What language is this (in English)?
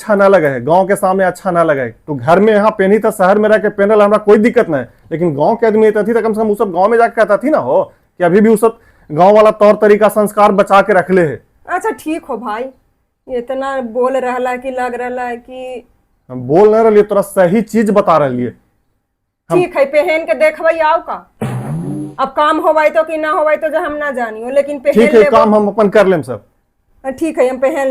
Magahi